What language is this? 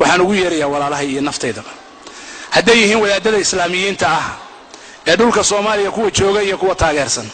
Somali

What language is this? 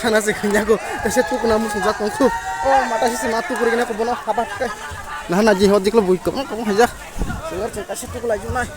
Kok Borok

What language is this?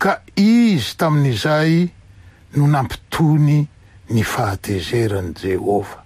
Malagasy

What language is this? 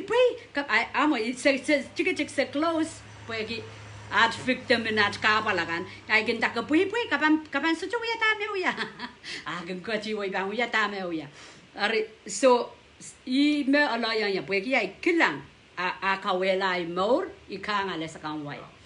Pohnpeian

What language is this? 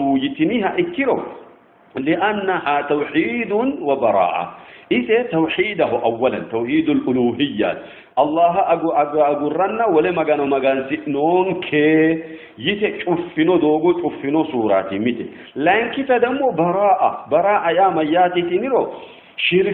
Sidamo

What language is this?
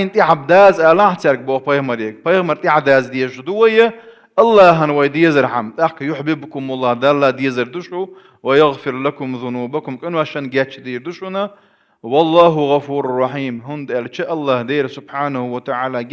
Chechen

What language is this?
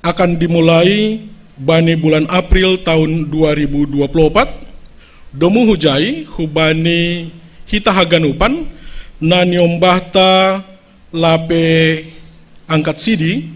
Batak Simalungun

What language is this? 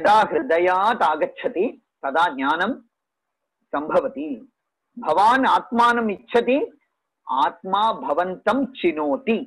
Sanskrit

